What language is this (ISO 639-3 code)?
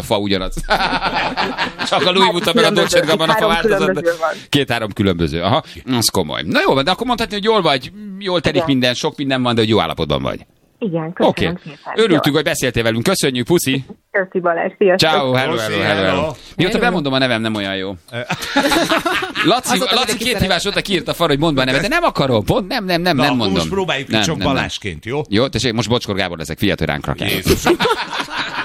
hun